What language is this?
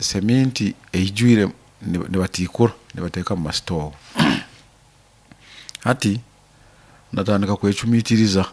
Nyoro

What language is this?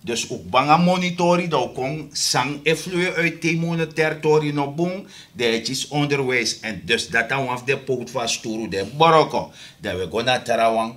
Sranan Tongo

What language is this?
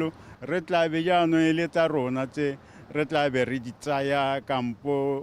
Tswana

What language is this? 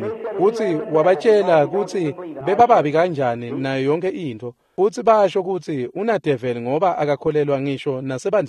Swati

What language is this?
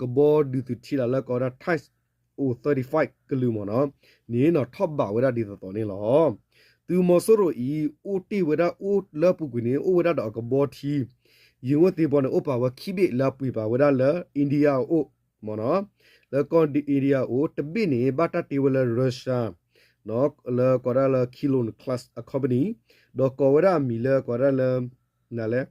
S'gaw Karen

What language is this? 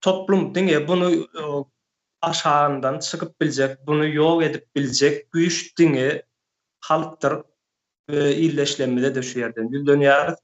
Turkmen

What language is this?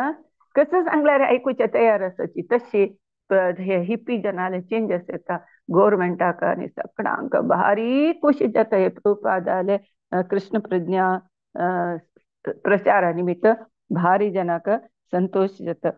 Konkani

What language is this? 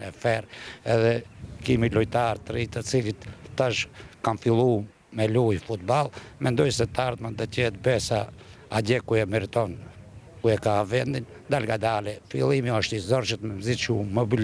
Albanian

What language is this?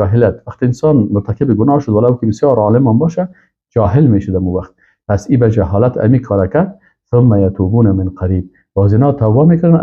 Persian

